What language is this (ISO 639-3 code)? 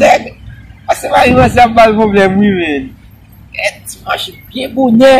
hat